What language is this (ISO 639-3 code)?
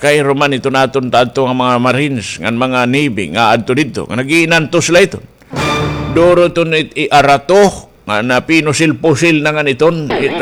war